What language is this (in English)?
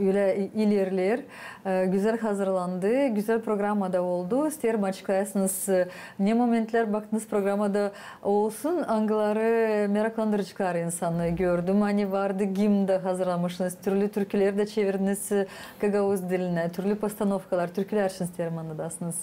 Gagauz